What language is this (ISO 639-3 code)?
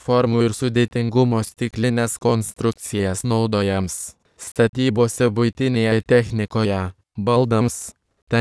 lit